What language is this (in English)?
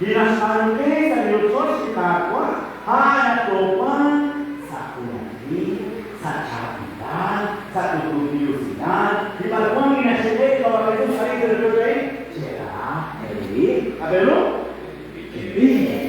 Kekchí